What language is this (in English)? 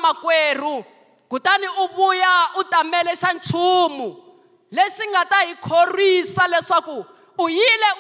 Tsonga